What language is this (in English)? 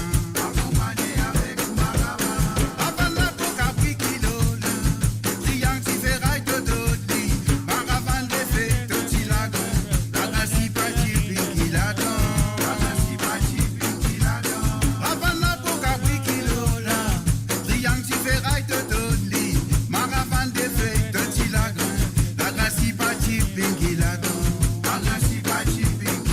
Morisyen